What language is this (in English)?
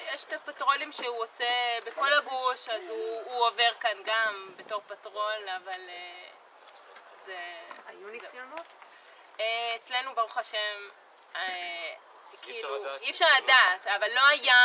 Hebrew